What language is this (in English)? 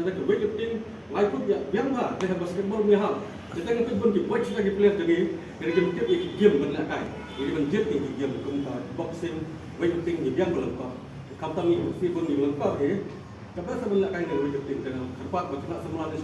Khasi